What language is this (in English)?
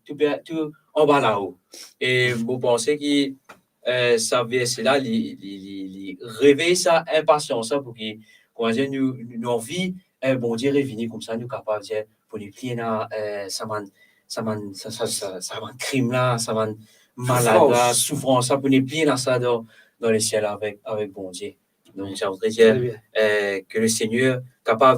Morisyen